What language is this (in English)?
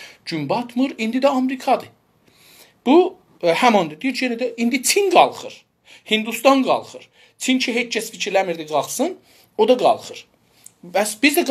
South Azerbaijani